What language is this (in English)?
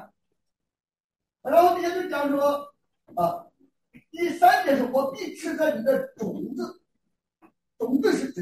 Chinese